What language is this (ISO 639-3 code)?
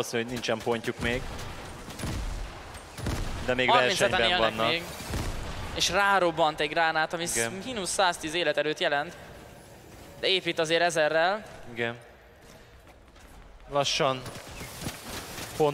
hun